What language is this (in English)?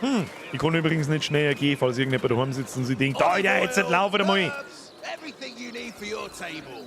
Bavarian